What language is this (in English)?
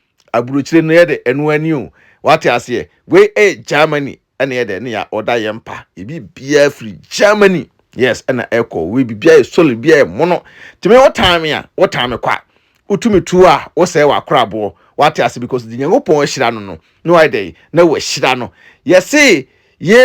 Akan